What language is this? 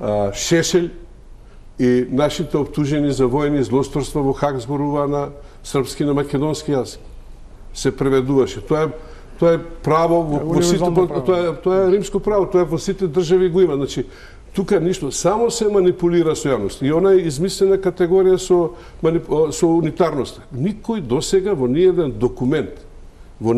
Macedonian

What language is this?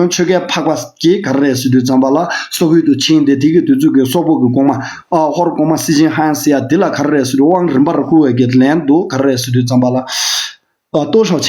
Tibetan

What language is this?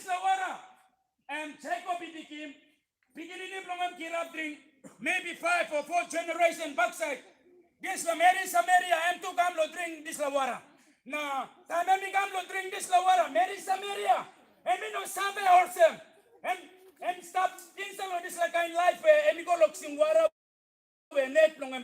Tok Pisin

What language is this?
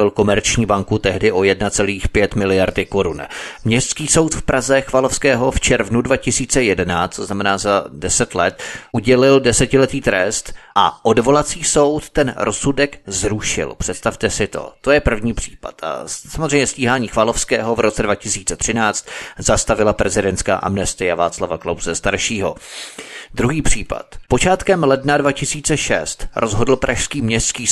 Czech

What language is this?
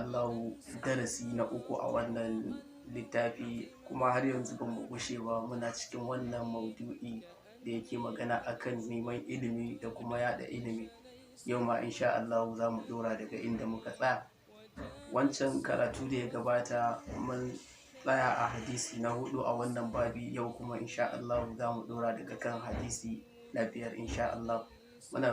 Hausa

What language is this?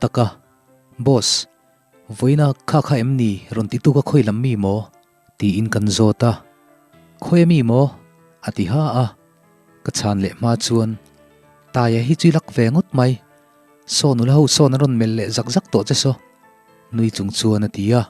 Mizo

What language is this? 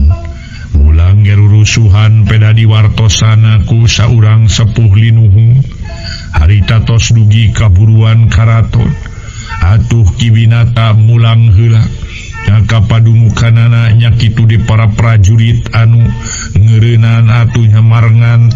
Sundanese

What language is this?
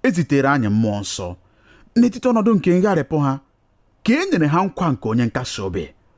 Igbo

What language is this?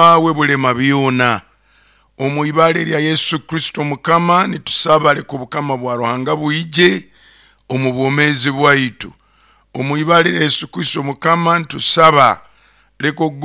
Nyoro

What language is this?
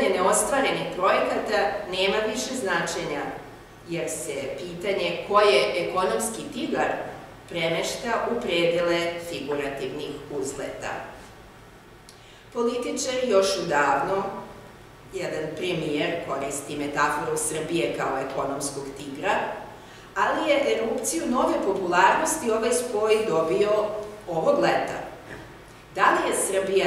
Serbian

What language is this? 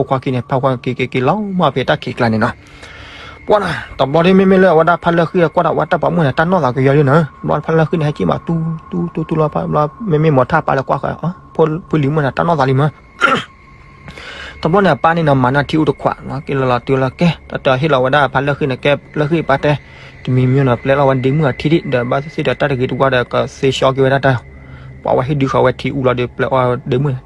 S'gaw Karen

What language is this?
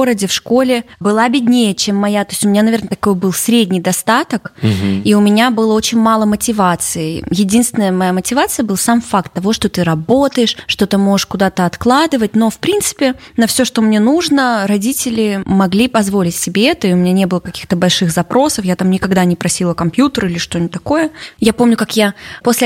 Russian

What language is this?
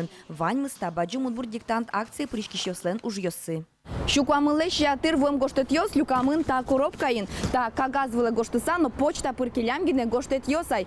Udmurt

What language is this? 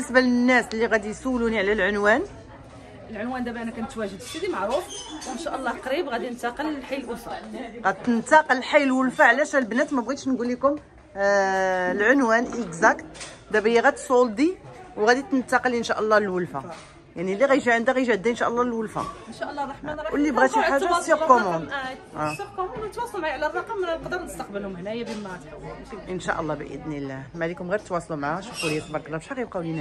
Moroccan Arabic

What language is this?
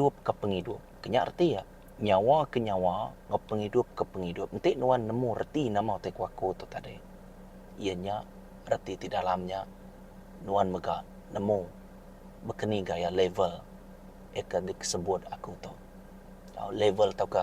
Iban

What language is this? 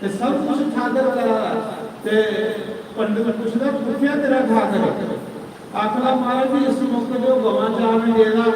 Dogri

